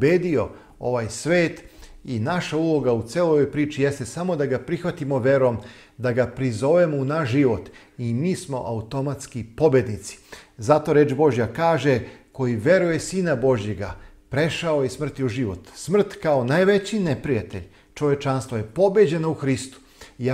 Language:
Serbian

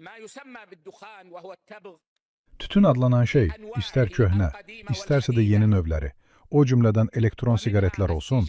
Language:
Azerbaijani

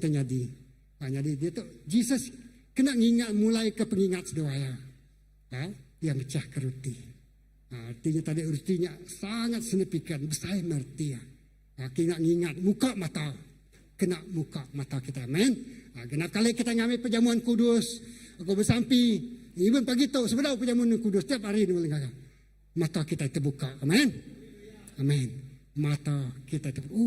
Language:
Iban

